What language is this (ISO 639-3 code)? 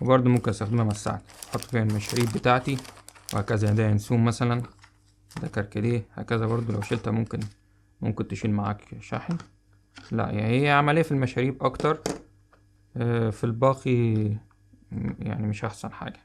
arz